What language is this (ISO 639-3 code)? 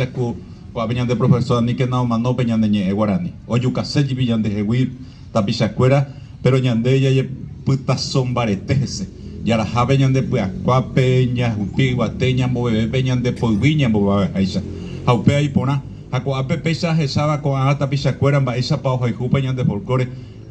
grn